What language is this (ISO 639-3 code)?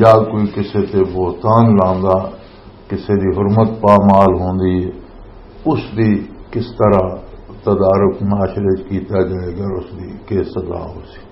lah